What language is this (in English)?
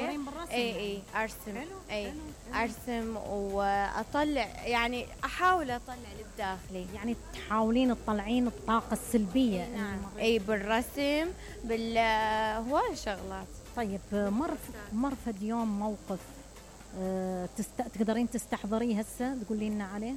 Mesopotamian Arabic